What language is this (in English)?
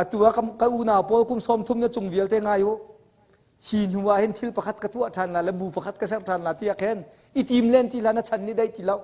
Hakha Chin